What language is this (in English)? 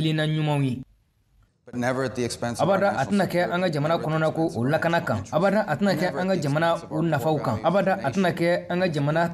Bambara